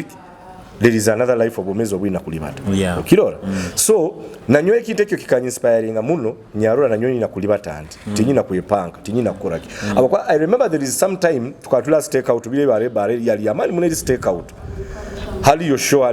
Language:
Nyoro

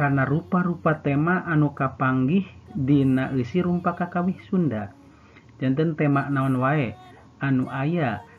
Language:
Sundanese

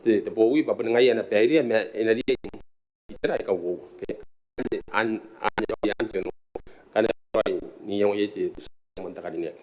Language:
Gilbertese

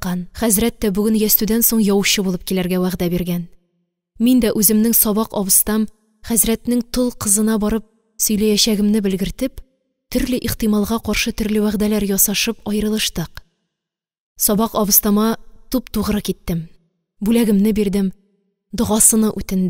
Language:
Tatar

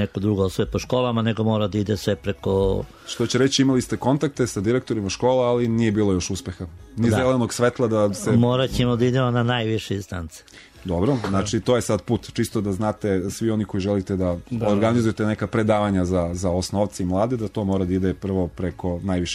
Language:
Serbian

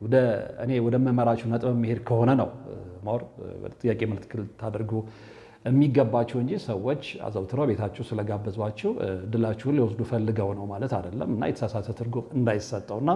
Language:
Amharic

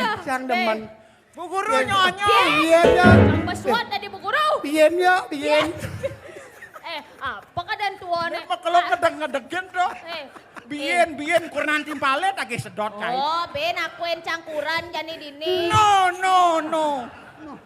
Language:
Balinese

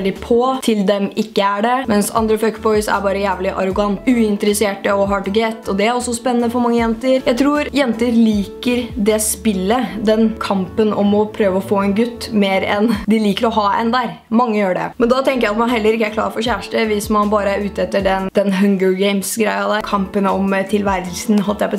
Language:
Norwegian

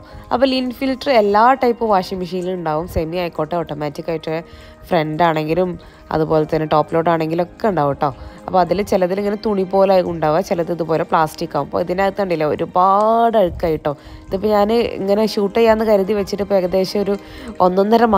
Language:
Malayalam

